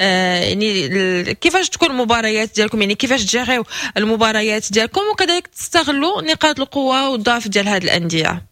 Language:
Moroccan Arabic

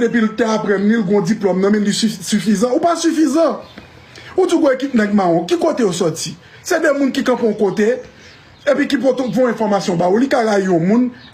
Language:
Haitian Creole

